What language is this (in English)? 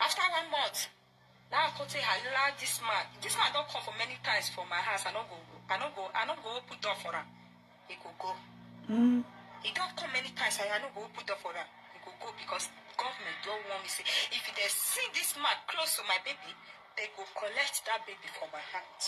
Nigerian Pidgin